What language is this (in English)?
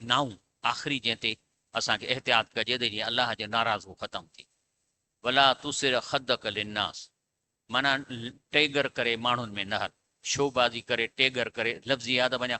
Sindhi